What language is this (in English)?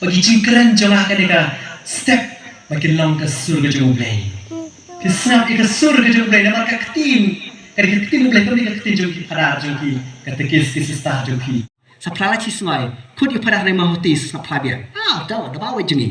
Khasi